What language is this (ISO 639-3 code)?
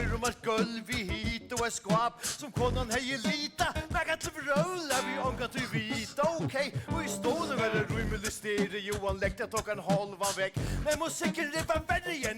fao